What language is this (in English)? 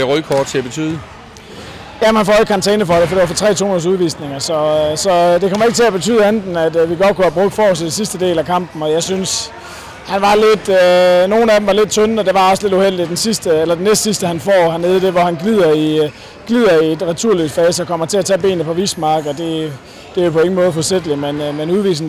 Danish